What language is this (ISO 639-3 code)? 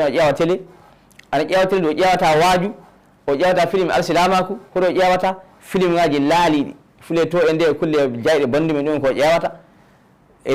ful